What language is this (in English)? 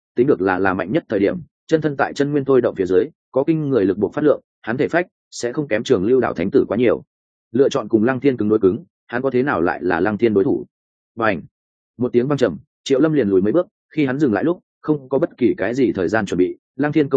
Vietnamese